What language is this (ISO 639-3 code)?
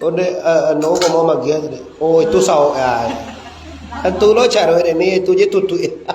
min